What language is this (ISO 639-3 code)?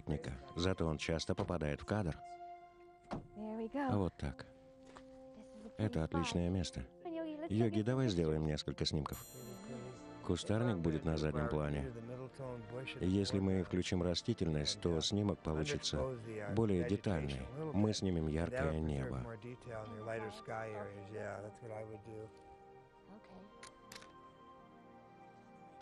rus